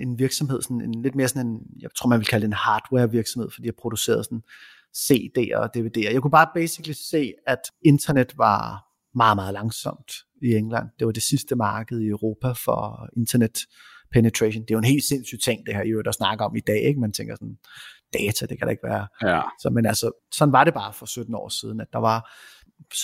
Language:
Danish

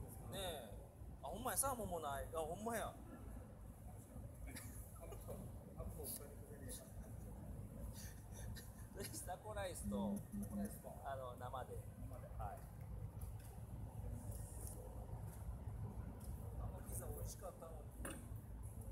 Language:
Japanese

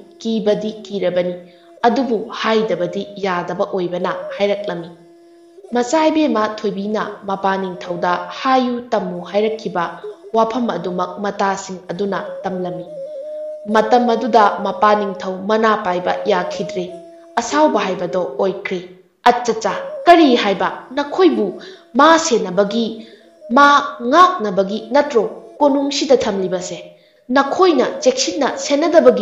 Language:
Manipuri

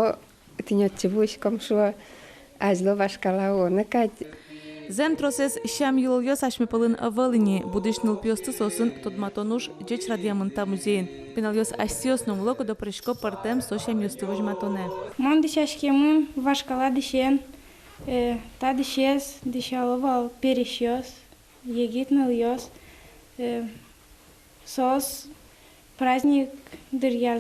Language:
Udmurt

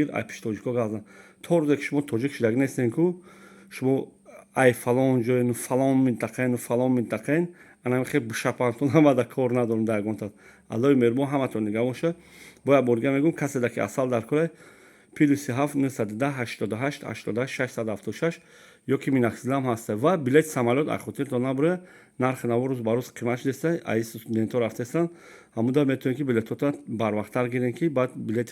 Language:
Tajik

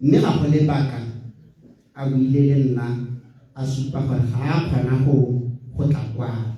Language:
Tswana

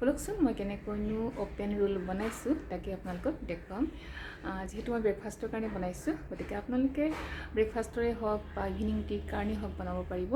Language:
Assamese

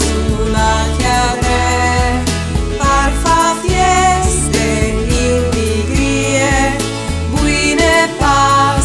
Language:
Friulian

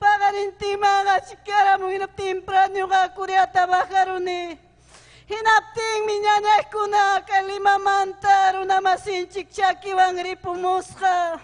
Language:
Ayacucho Quechua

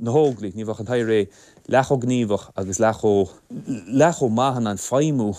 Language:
Irish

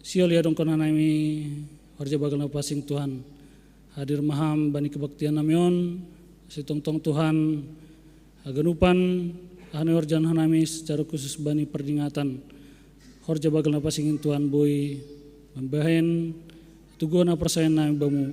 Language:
Batak Simalungun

